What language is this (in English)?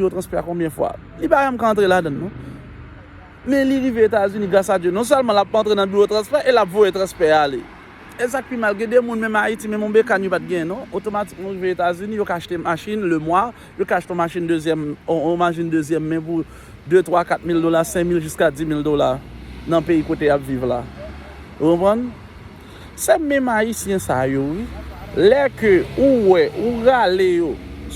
Haitian Creole